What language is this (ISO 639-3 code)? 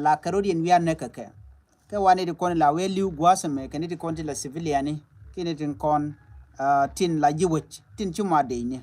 nus